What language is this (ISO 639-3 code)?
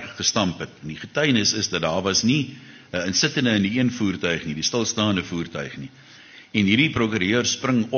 afr